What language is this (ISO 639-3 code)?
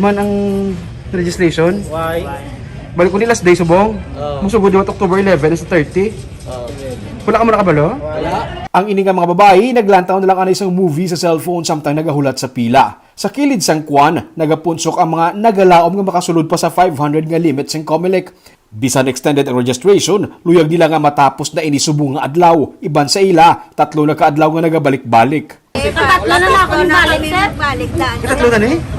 hil